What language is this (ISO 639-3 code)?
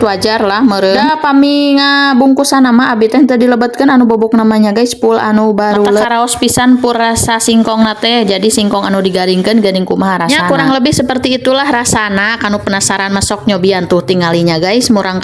sun